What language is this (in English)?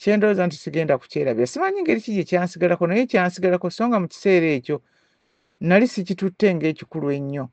Ganda